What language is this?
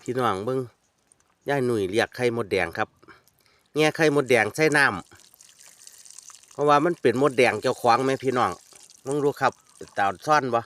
Northeastern Thai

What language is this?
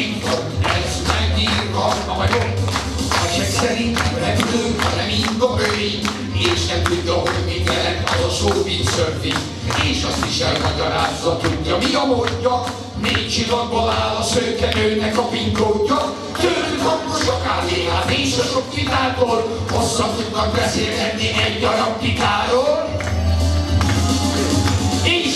Hungarian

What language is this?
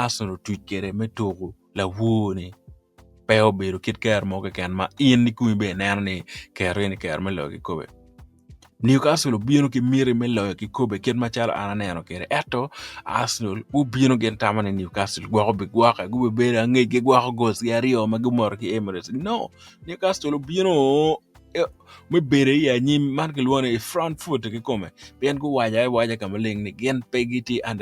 Acoli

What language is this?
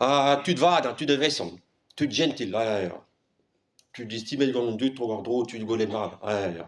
Breton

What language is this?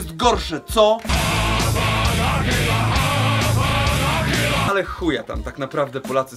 Polish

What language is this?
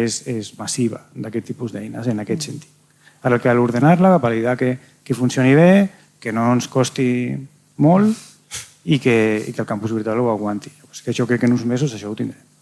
Catalan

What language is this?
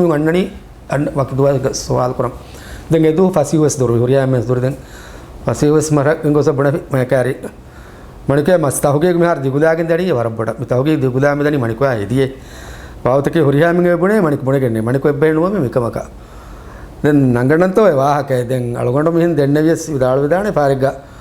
Divehi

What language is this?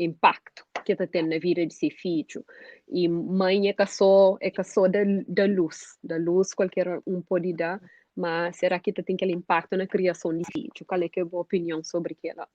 Kabuverdianu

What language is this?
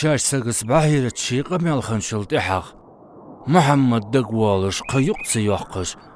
Ingush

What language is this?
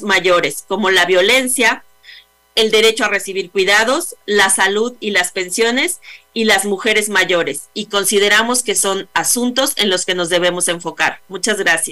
Spanish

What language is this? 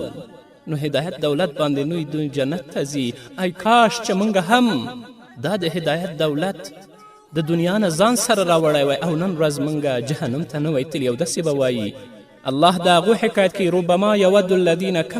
Pashto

